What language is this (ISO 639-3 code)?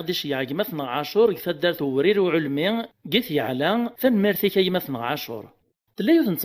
kab